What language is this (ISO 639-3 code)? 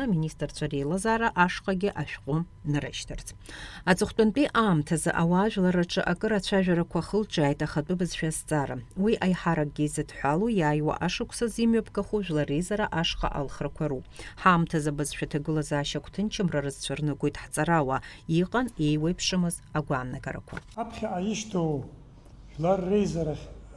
abk